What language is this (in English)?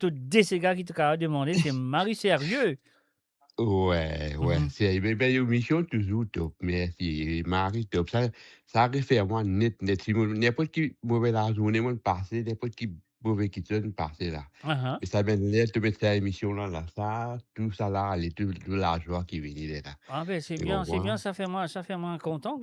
Morisyen